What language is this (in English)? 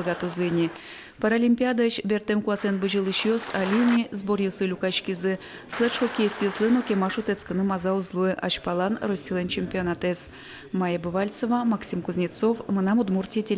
Udmurt